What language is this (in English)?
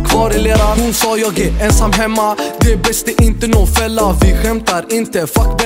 Swedish